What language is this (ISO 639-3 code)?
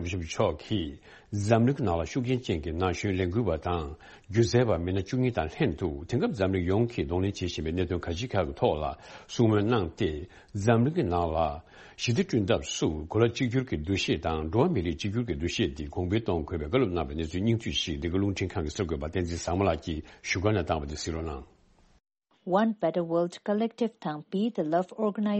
bod